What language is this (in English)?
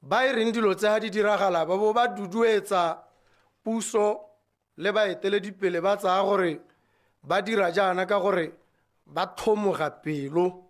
Tswana